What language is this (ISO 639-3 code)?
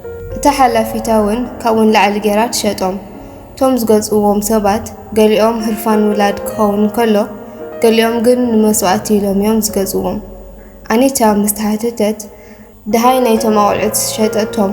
tir